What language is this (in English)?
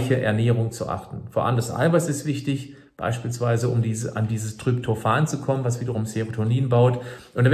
German